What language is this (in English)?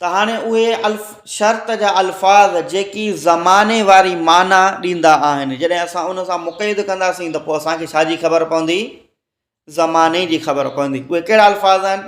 Sindhi